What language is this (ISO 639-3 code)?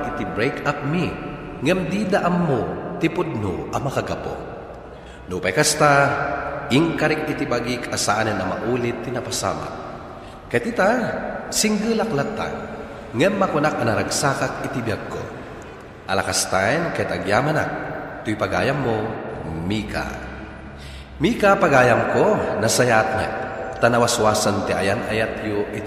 ilo